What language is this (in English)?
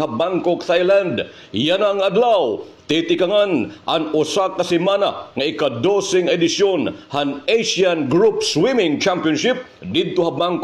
Waray